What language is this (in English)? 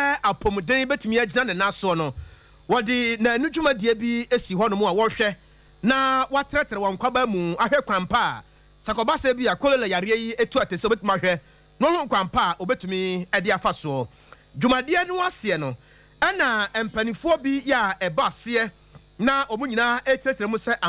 Akan